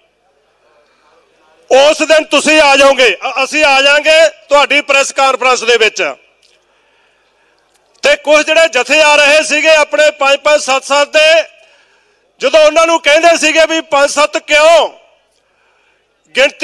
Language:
Punjabi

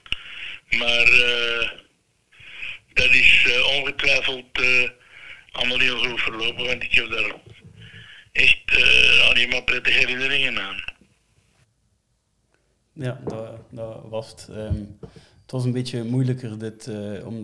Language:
Dutch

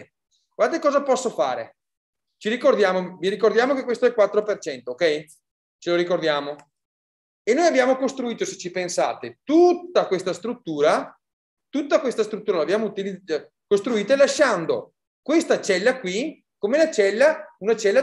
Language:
Italian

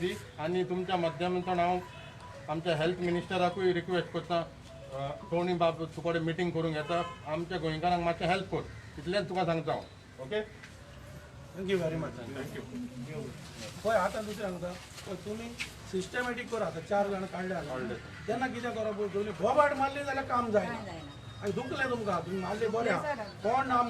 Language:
Konkani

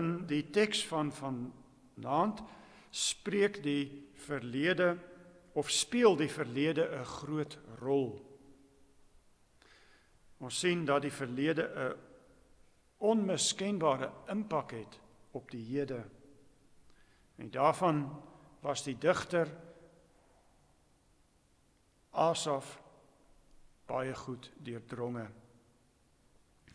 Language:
Afrikaans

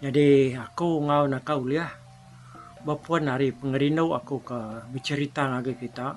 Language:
Iban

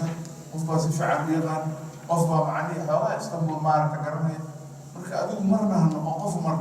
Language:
Somali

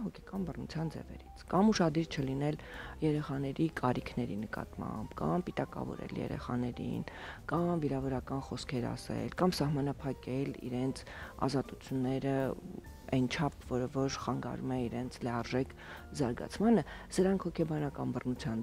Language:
Armenian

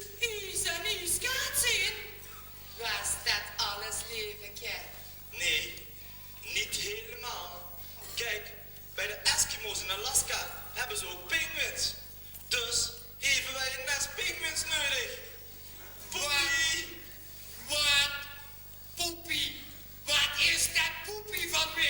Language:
Limburgish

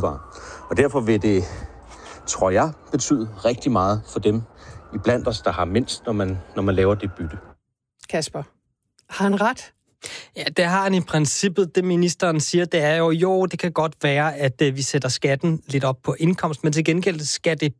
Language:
Danish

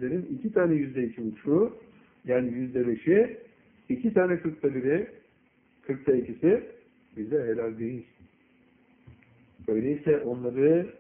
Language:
Turkish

